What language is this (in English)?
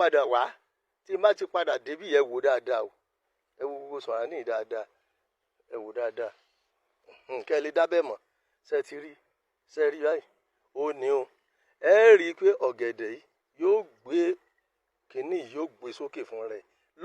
Yoruba